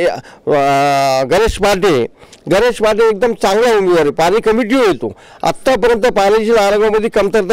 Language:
Marathi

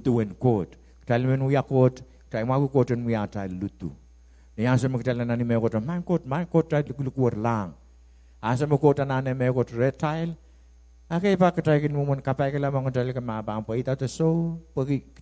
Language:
Pohnpeian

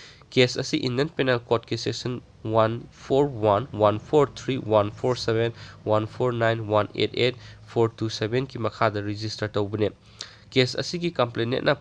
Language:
Manipuri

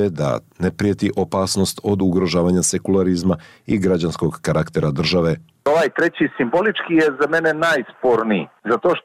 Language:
Serbian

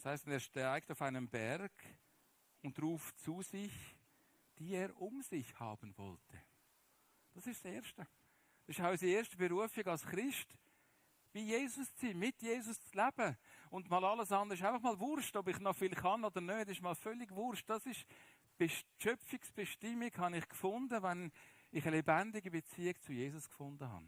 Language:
Swiss German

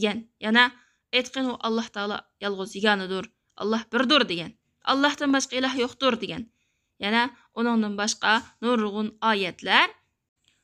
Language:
Uyghur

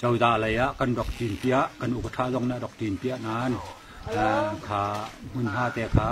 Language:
Hakha Chin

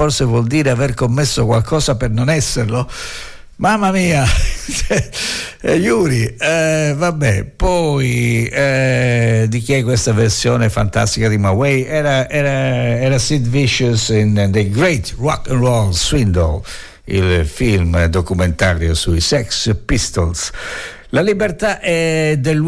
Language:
Italian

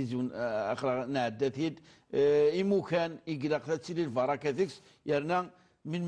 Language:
Kabyle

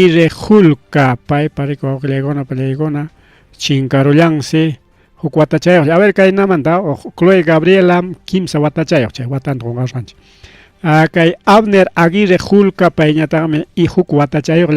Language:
Ayacucho Quechua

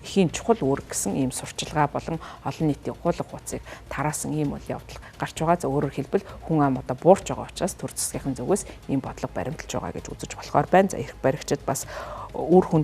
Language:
Mongolian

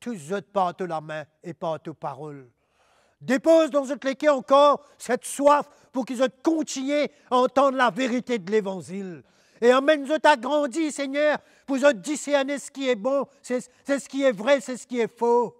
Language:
Morisyen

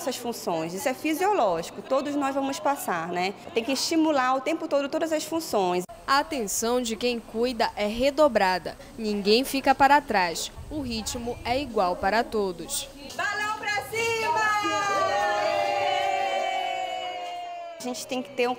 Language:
Portuguese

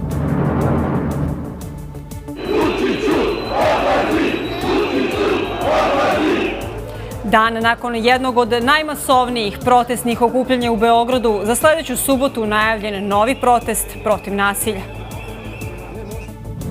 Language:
Serbian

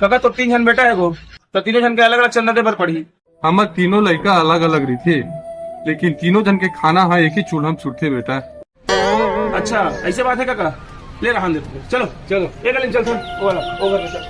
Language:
Chhattisgarhi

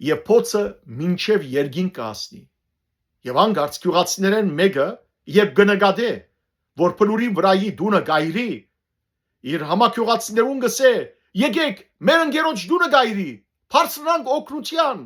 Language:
Western Armenian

